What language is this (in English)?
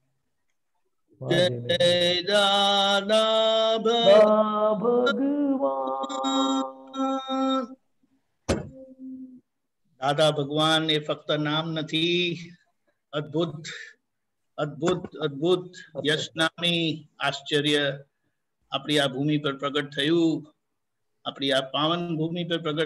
Gujarati